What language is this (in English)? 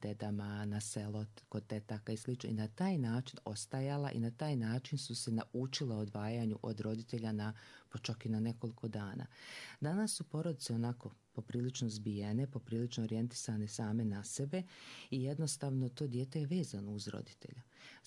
Croatian